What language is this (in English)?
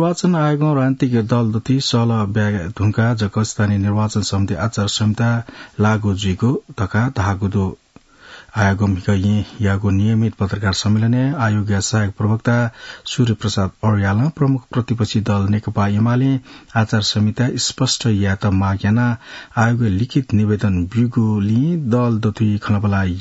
Newari